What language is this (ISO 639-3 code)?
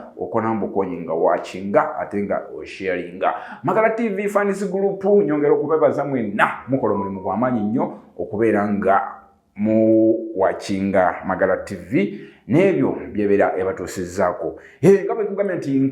lug